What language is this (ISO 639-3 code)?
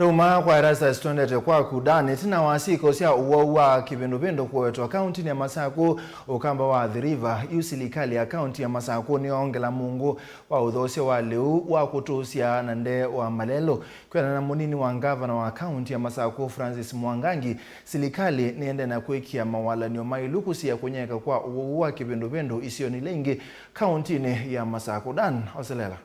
kam